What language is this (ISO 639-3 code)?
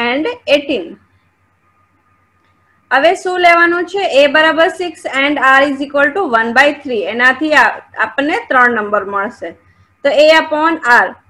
guj